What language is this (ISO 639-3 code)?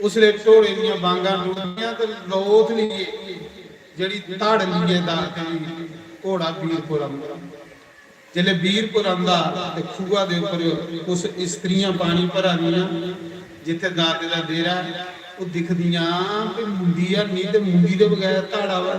doi